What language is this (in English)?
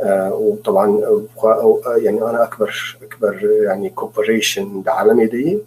North Levantine Arabic